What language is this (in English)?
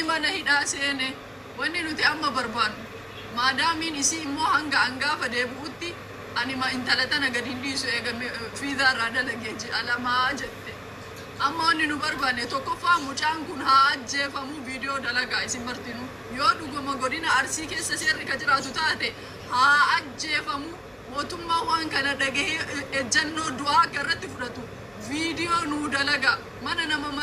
Oromo